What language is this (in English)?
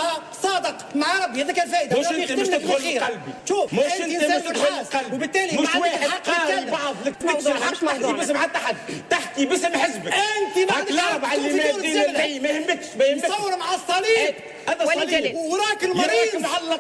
Tunisian Arabic